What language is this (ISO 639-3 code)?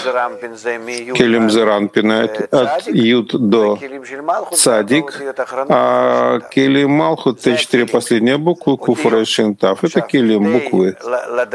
rus